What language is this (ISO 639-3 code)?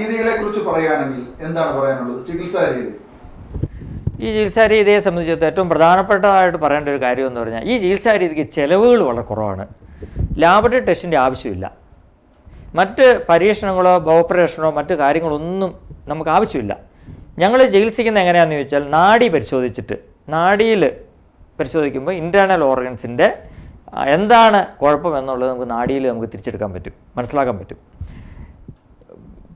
mal